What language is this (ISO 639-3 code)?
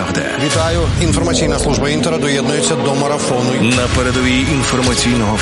ukr